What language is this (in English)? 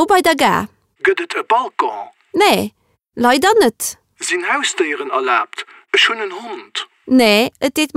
Luxembourgish